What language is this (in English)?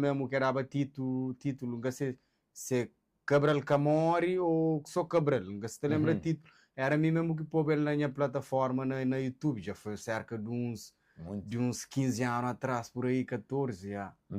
Kabuverdianu